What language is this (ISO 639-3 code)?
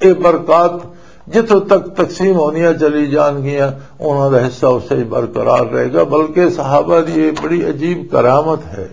lah